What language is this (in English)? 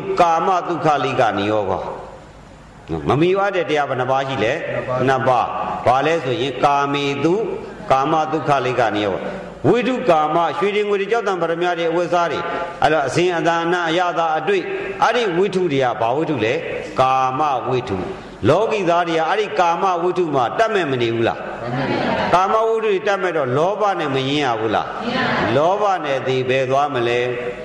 Burmese